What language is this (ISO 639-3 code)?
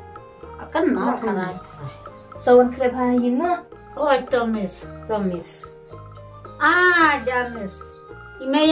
kha